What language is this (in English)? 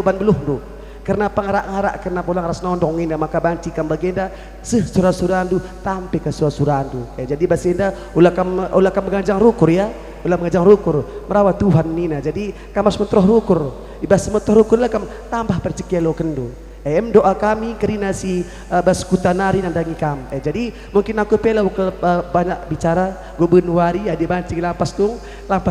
Batak Karo